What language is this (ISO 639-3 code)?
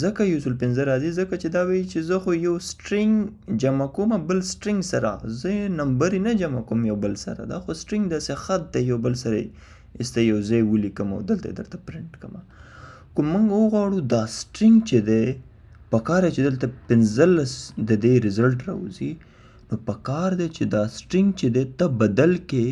pus